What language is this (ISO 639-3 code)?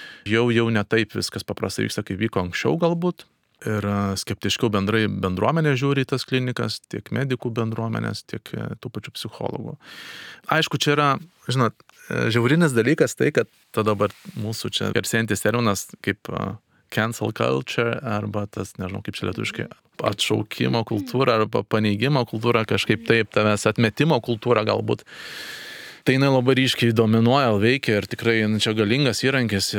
lit